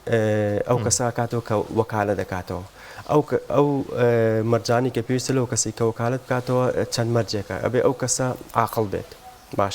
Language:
Central Kurdish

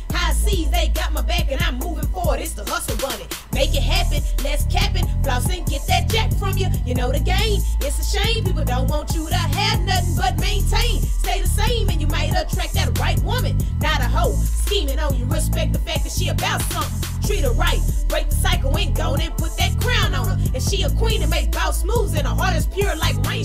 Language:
English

